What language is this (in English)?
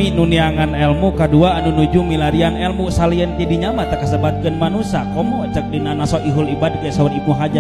Sundanese